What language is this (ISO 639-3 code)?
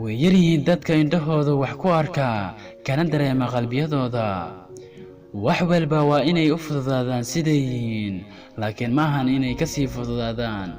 som